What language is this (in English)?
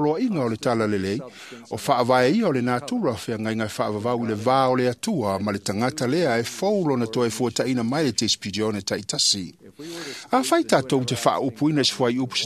Samoan